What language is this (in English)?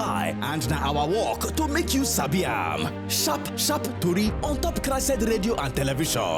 Nigerian Pidgin